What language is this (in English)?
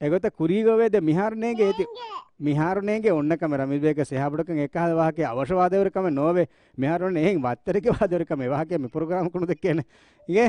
Divehi